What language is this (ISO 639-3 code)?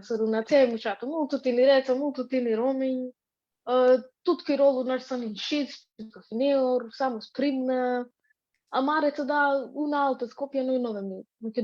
rup